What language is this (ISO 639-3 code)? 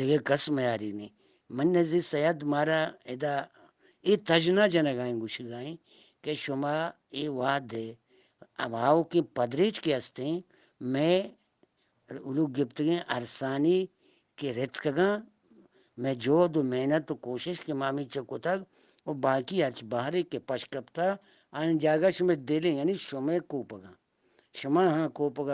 bgp